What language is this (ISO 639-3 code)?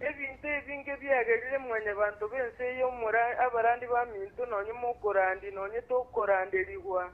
guz